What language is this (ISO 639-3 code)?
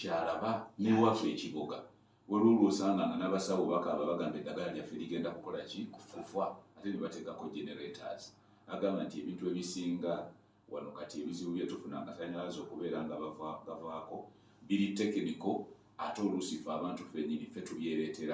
lug